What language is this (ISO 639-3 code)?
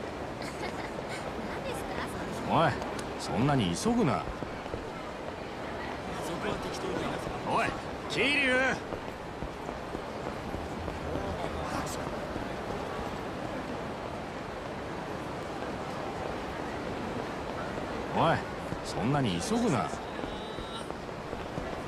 jpn